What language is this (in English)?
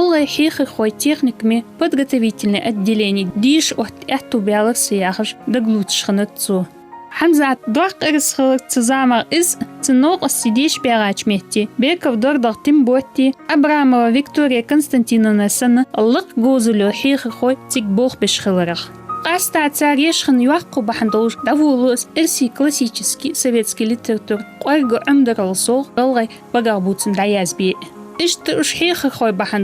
Ingush